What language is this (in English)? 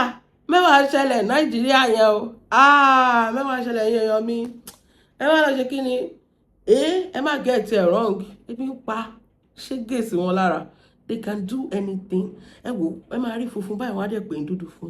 Yoruba